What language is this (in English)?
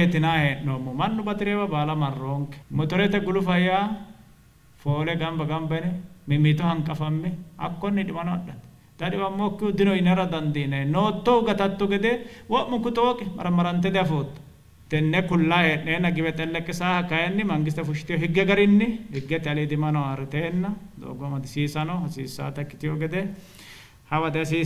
Sidamo